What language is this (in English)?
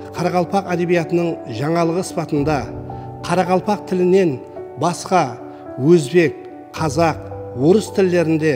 Kara-Kalpak